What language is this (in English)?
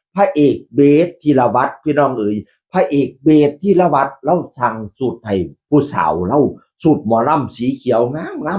Northeastern Thai